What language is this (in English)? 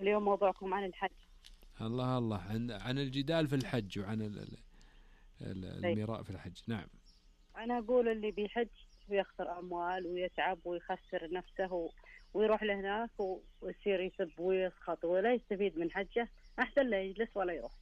Najdi Arabic